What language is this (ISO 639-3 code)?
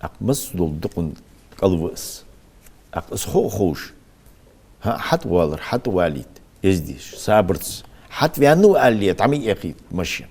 inh